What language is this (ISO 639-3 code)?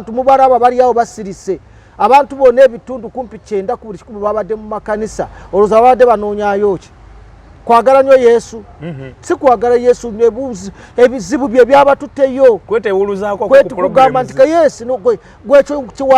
lug